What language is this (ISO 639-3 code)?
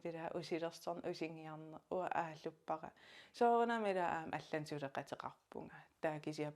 kal